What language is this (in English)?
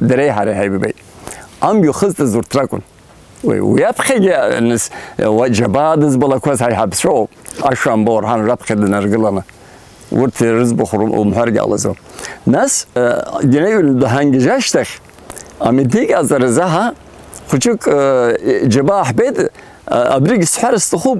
Abkhazian